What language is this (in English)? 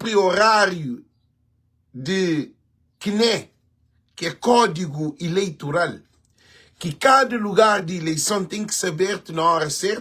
Kabuverdianu